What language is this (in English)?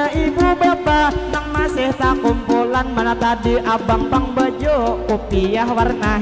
Banjar